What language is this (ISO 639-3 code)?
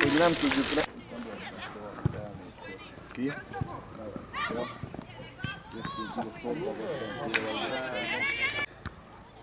hun